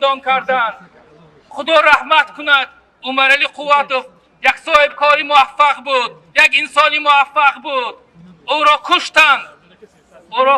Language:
Tajik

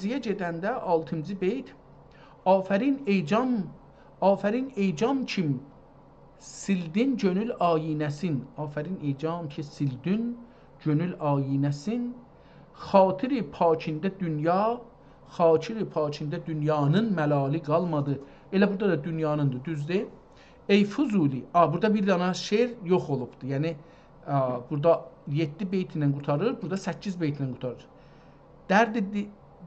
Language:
South Azerbaijani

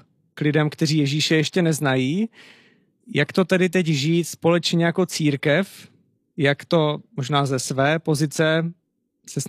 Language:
Czech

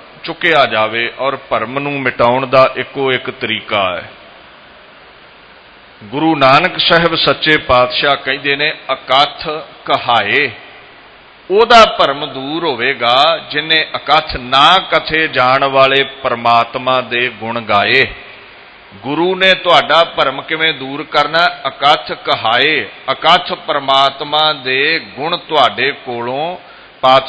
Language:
Punjabi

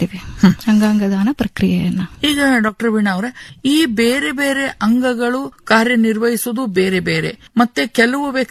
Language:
Kannada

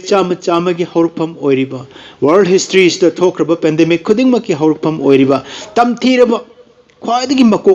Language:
Manipuri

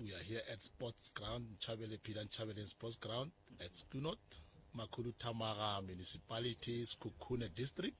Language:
Tsonga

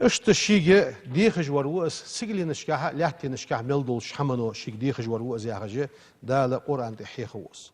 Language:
Ingush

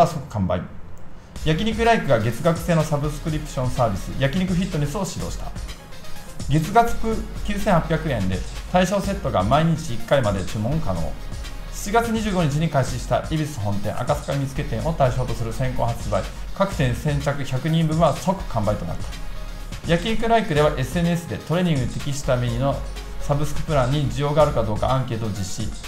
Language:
Japanese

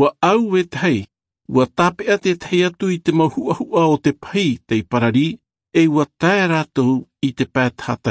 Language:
Tahitian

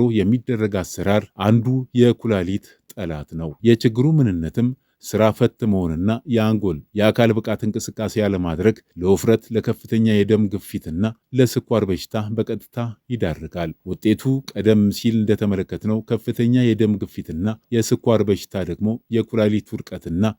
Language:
Amharic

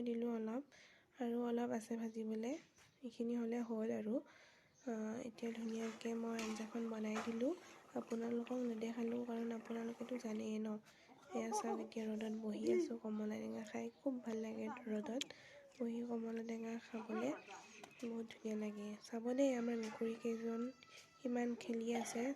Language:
Assamese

